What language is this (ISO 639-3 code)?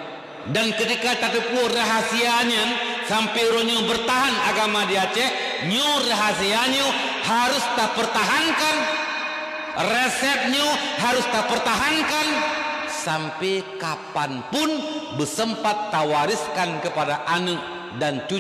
ace